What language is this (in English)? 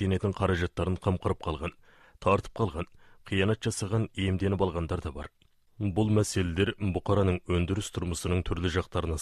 Kazakh